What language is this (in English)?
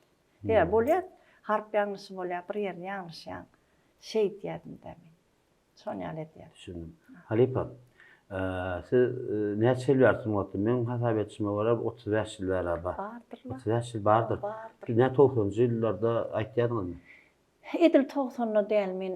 Turkmen